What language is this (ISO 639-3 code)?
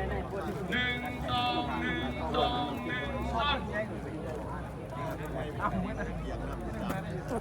lao